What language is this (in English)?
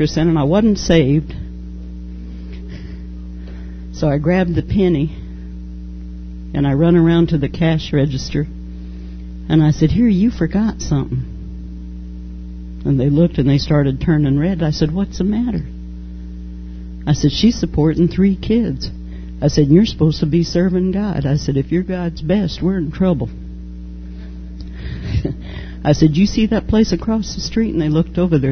English